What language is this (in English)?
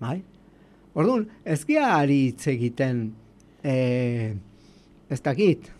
Basque